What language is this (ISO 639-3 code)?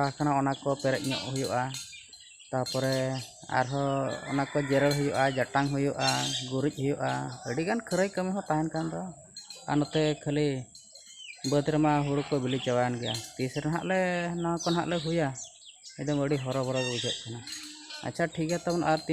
sat